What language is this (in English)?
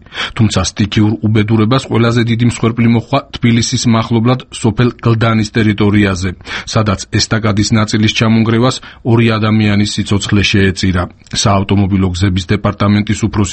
Georgian